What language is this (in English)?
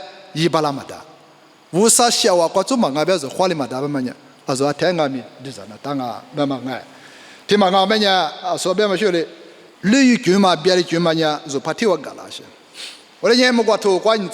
Lisu